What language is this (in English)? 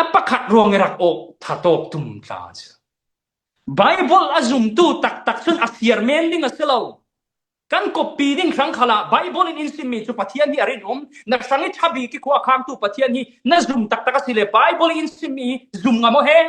Falam Chin